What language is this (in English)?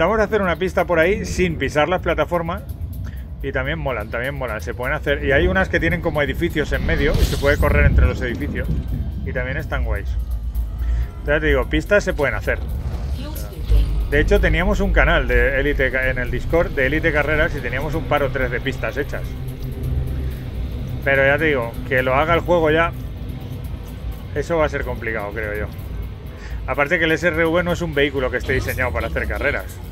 Spanish